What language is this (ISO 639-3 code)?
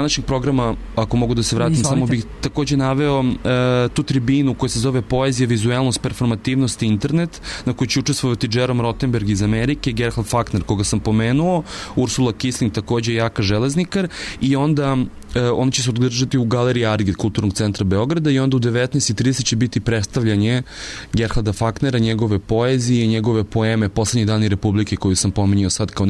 srp